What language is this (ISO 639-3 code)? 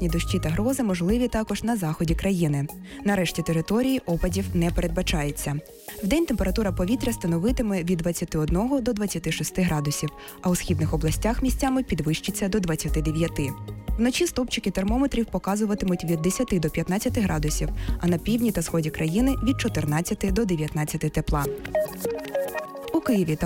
ukr